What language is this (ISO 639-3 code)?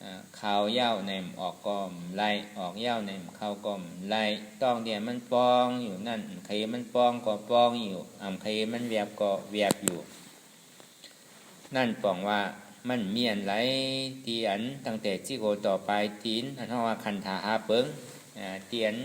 shn